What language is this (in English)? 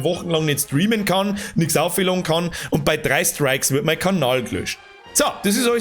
Bavarian